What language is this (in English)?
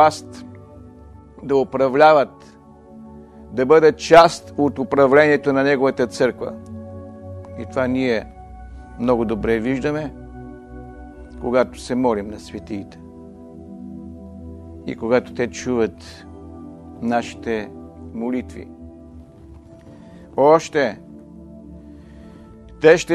Bulgarian